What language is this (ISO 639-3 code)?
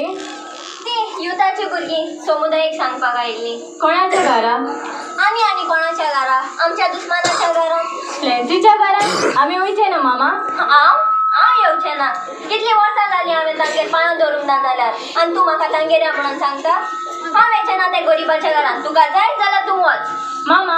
kok